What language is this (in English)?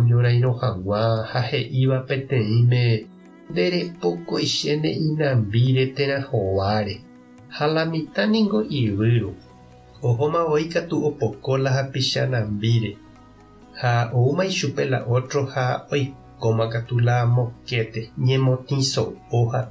Guarani